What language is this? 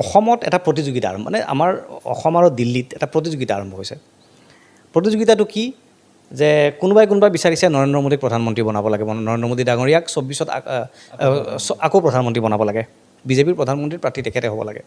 Assamese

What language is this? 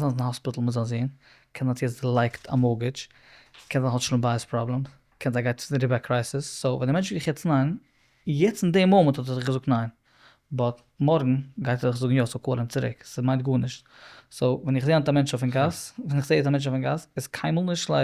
Yiddish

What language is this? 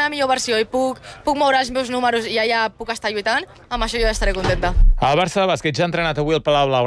Catalan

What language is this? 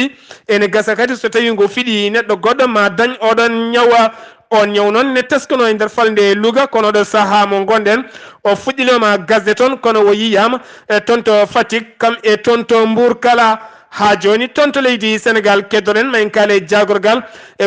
Fula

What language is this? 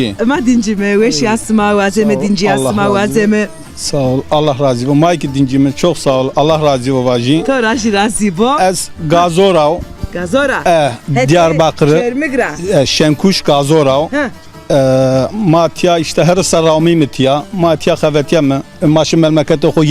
Zaza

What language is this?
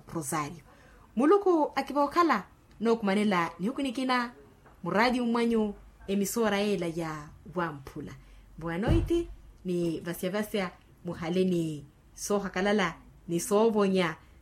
Makhuwa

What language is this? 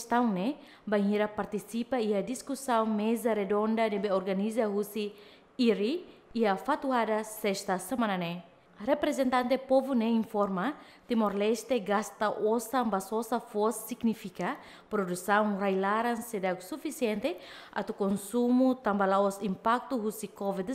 Tetum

